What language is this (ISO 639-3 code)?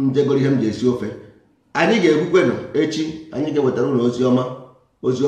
ibo